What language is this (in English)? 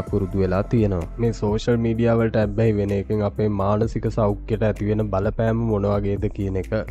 Sinhala